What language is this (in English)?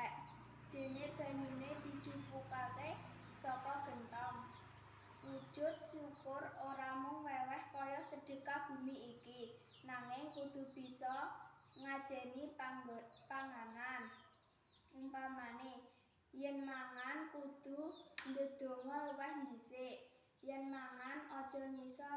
Javanese